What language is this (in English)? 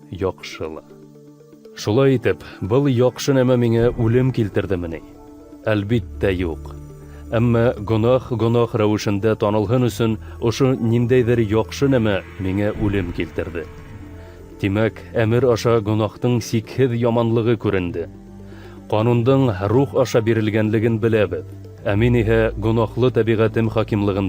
Bashkir